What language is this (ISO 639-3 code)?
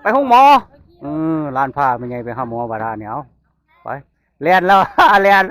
tts